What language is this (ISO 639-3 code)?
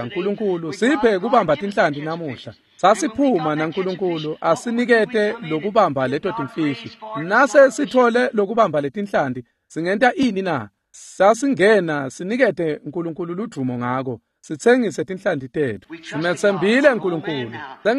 ssw